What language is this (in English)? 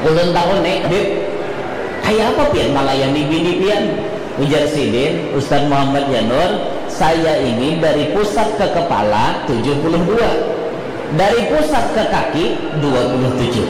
Banjar